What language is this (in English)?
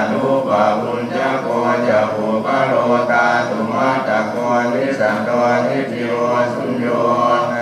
Pali